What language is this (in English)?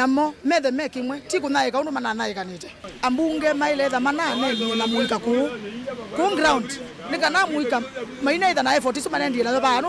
Kamba